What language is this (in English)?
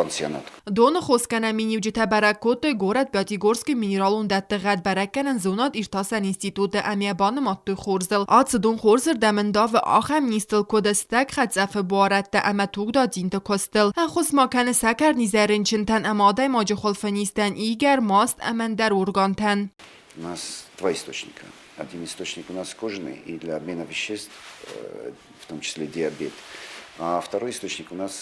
Ossetic